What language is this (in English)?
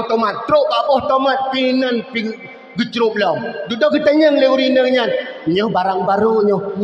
Achinese